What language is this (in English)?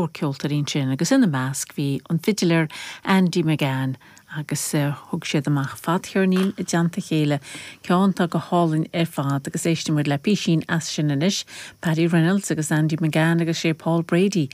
Irish